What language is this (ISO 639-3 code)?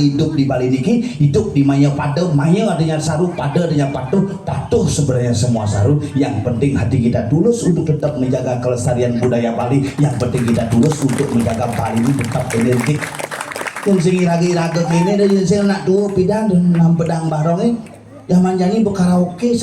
ban